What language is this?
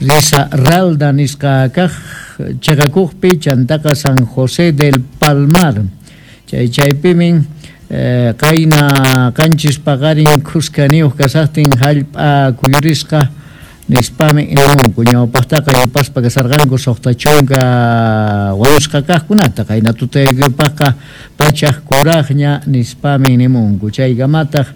South Bolivian Quechua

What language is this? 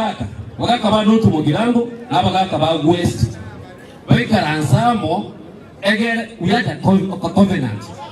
Gusii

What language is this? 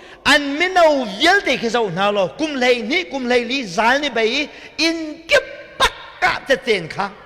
Hakha Chin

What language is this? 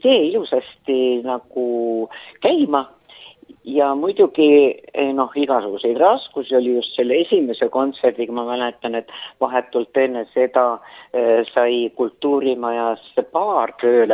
Estonian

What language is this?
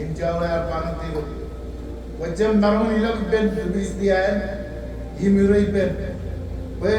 Marshallese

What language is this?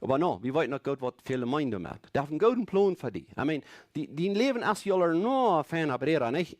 Plautdietsch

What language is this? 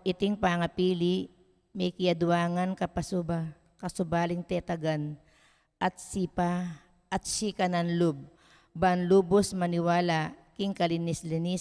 Pampanga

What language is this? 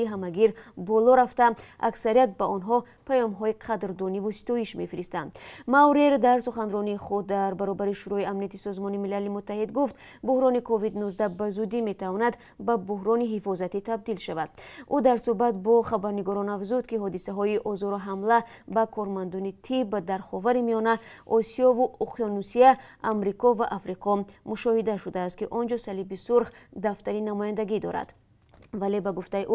Tajik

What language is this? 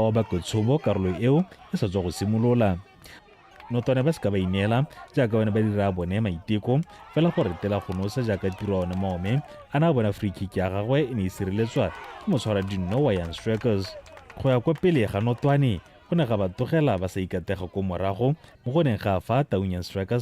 Tswana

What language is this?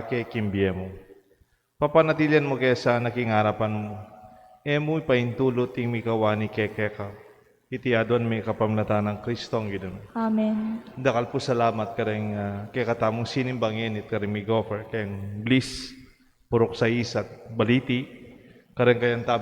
Pampanga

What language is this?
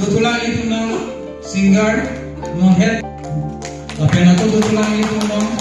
Karbi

